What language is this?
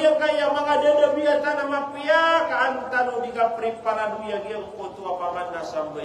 Maranao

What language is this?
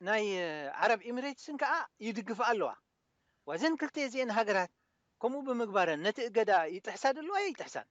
Tigrinya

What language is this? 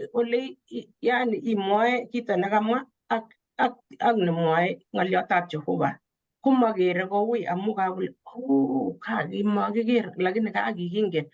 Kalenjin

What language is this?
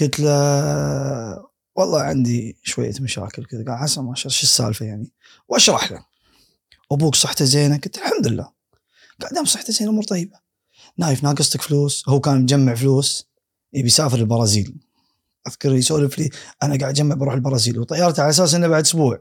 Gulf Arabic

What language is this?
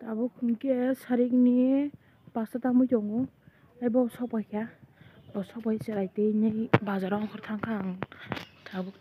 Kok Borok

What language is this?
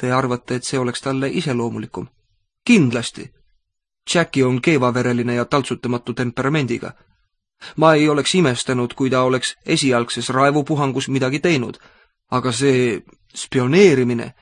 Estonian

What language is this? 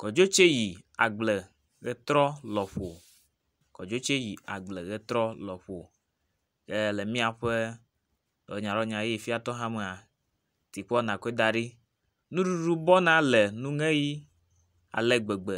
Ewe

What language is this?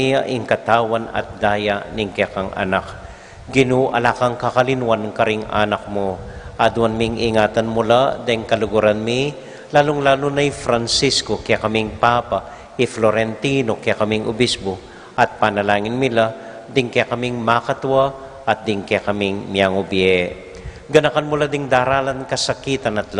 Pampanga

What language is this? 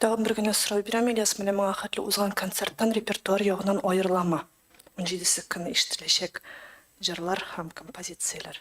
Tatar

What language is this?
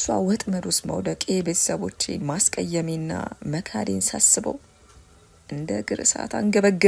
Amharic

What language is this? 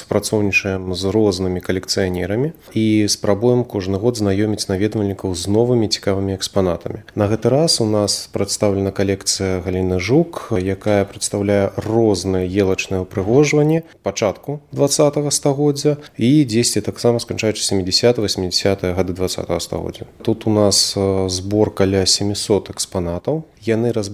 Belarusian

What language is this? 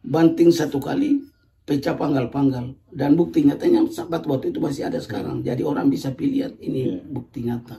Ambonese Malay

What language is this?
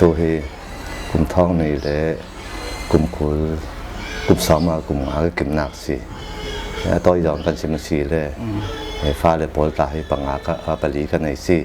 Falam Chin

